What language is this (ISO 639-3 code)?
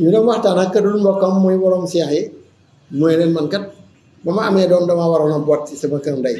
wol